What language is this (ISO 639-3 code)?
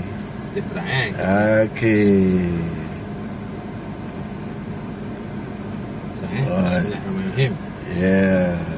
msa